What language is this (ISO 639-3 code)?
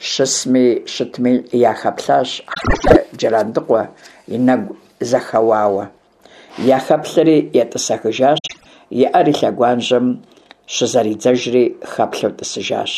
kbd